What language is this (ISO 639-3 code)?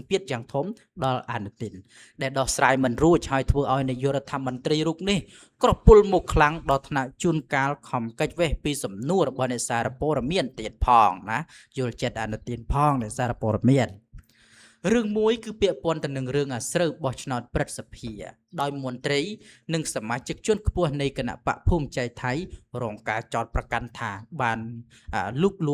khm